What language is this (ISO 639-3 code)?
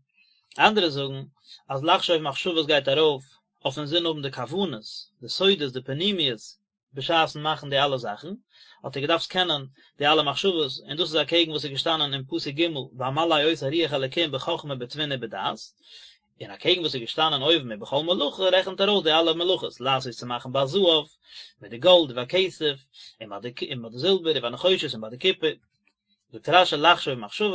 yid